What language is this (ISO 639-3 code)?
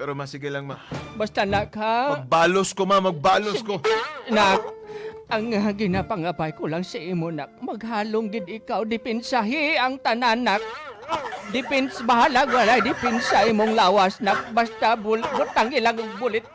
hil